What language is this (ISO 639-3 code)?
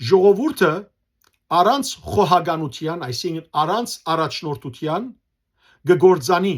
hyw